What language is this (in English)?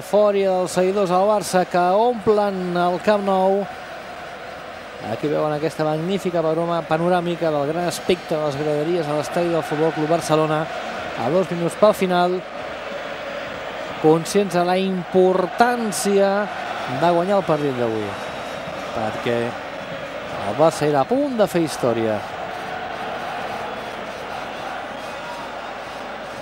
Catalan